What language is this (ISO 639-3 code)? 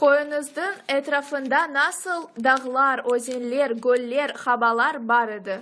crh